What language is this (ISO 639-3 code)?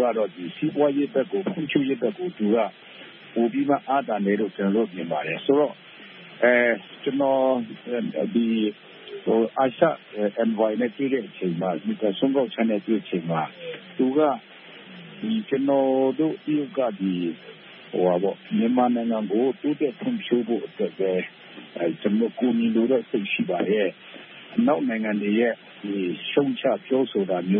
mya